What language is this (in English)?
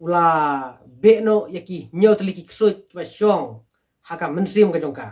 Khasi